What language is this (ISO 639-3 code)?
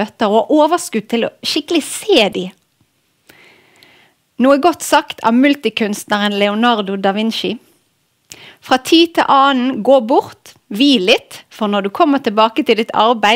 nor